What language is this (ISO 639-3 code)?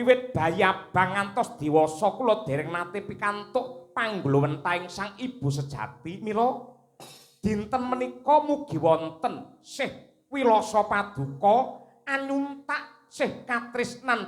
jav